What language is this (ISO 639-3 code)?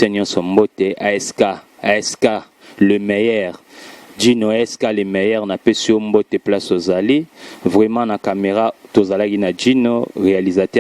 lin